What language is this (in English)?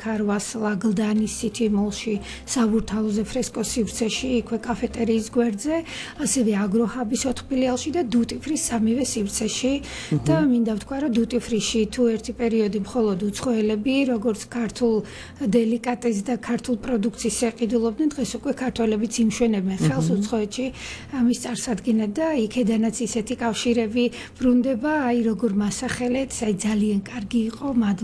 Georgian